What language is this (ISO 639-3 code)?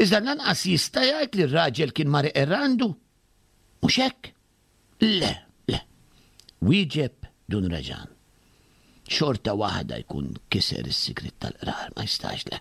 mlt